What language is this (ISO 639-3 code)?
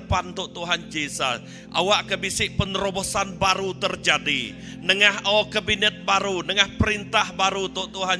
iba